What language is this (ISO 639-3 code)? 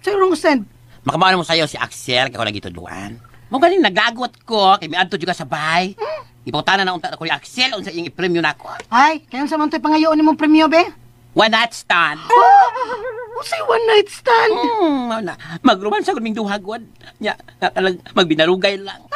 ceb